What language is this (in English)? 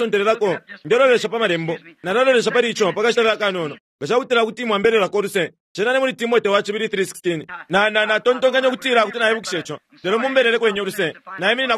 Bemba